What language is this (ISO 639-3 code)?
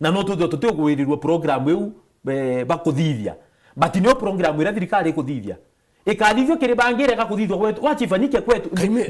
mer